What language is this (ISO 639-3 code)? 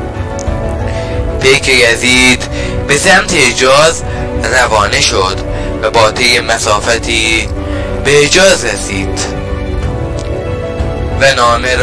fas